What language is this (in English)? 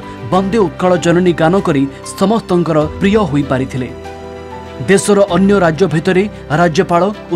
Odia